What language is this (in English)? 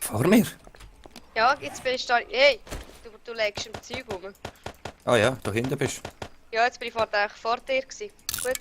Swiss German